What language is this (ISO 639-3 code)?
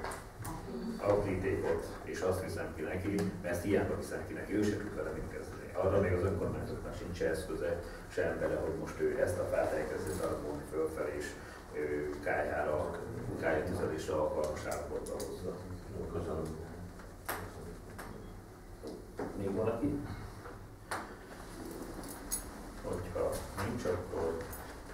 hun